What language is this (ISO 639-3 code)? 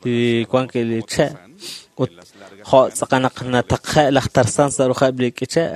kek